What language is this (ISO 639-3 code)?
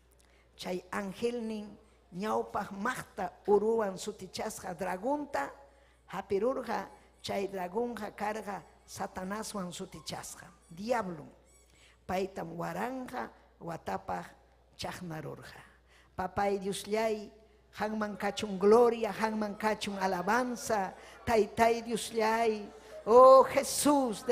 quy